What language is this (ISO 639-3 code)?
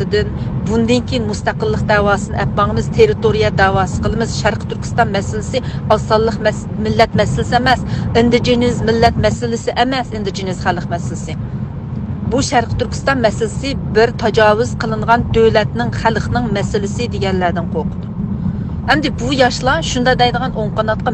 uig